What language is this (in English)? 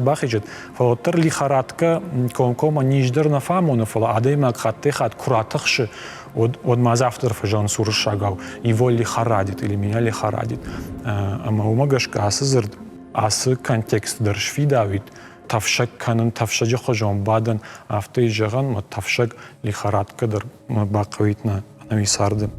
Ossetic